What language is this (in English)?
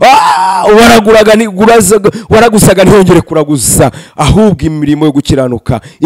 Kinyarwanda